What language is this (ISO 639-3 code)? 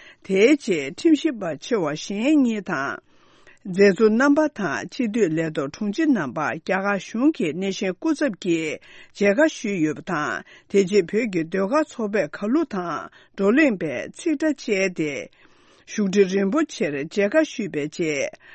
bod